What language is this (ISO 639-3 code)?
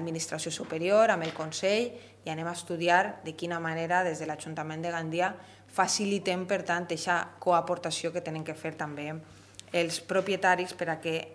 cat